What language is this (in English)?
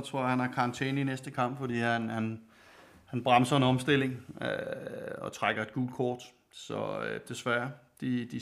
Danish